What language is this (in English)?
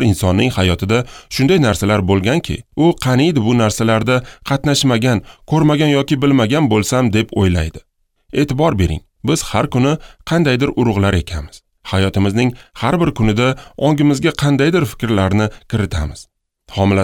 Uzbek